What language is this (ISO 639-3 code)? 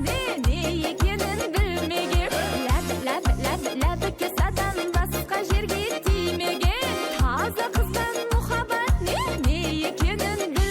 kaa